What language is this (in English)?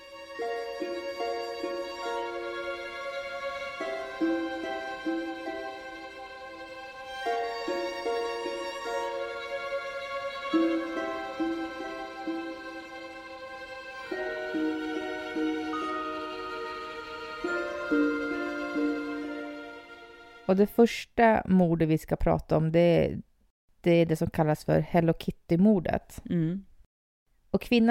Swedish